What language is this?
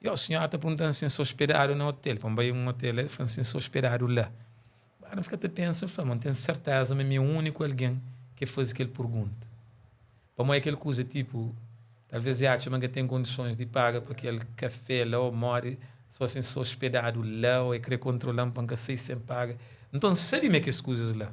Kabuverdianu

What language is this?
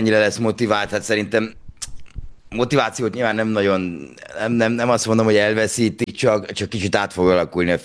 Hungarian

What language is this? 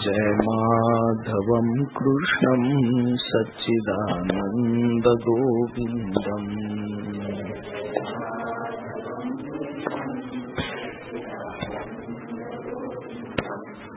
Marathi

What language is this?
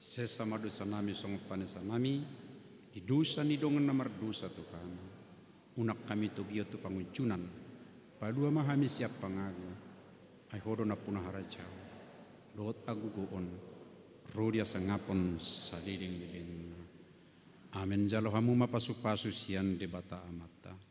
Batak Toba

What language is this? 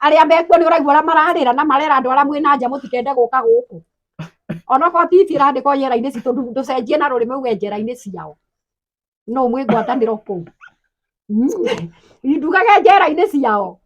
Kikuyu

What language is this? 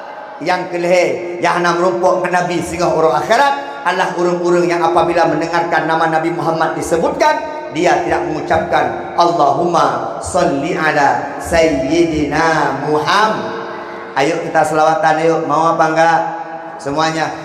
Achinese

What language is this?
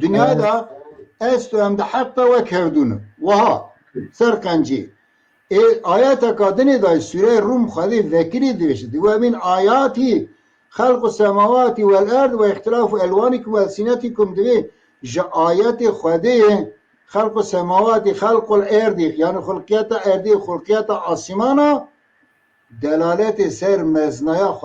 Kurdish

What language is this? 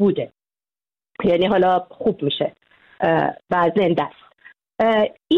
Persian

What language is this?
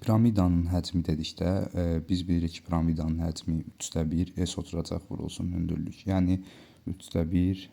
Azerbaijani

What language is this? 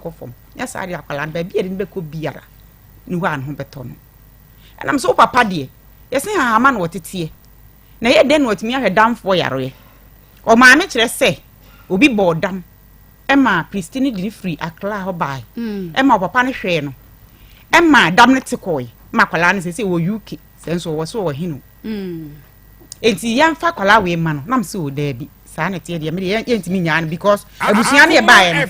Akan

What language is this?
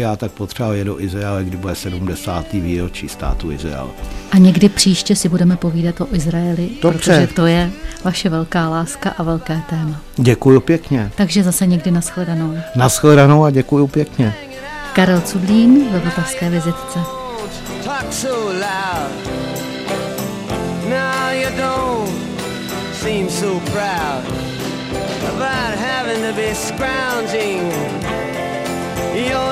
Czech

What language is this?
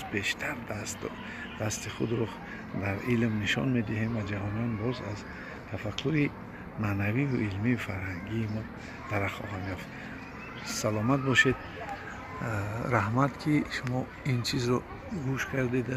Tajik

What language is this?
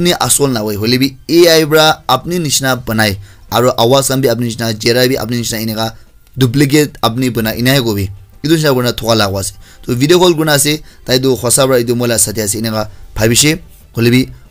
Naga Pidgin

